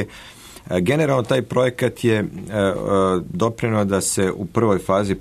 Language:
Serbian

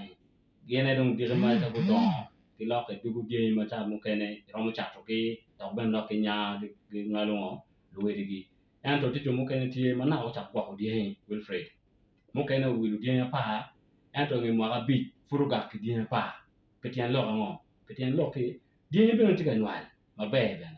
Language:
Acoli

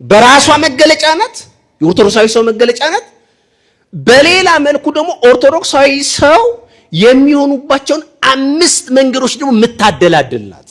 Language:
Amharic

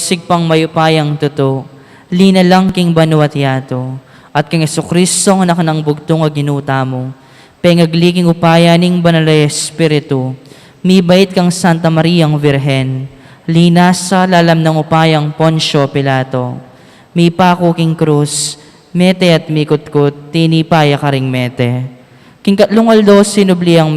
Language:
Pampanga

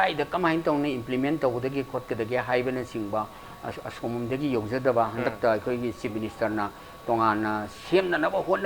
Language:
Manipuri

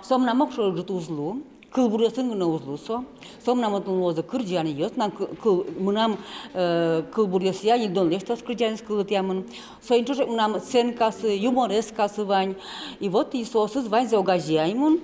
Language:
Udmurt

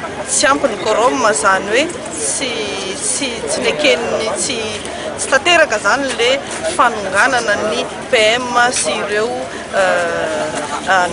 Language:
Malagasy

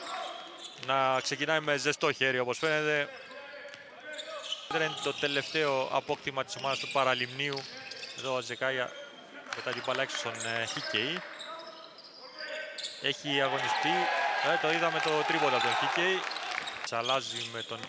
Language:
Greek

